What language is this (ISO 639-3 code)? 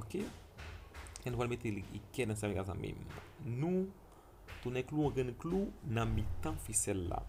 hat